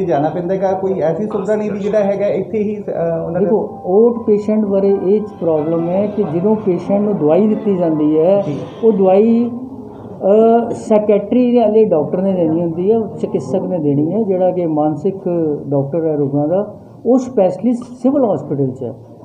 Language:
Punjabi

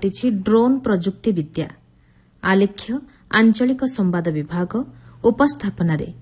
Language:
Odia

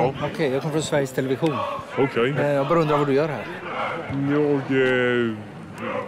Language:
Swedish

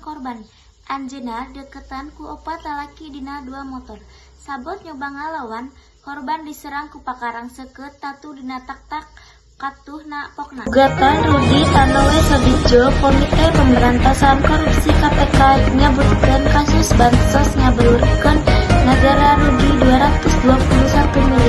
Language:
Sundanese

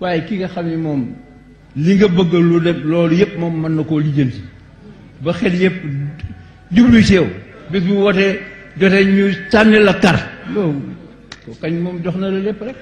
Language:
Wolof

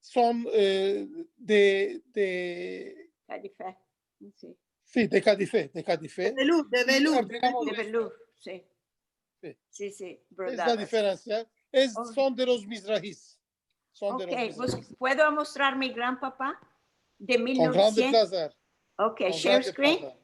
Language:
Ladino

